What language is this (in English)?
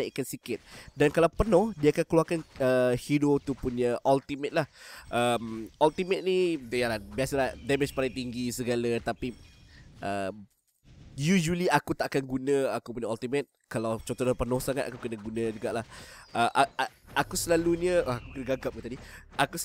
Malay